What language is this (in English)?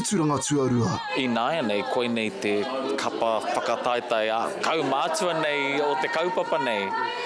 Māori